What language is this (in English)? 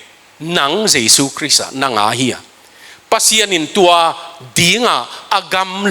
Tedim Chin